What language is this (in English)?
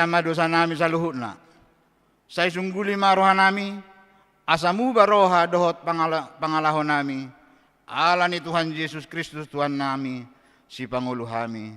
Batak Toba